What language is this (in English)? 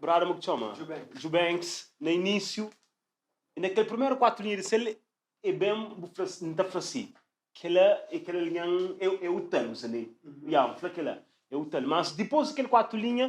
Kabuverdianu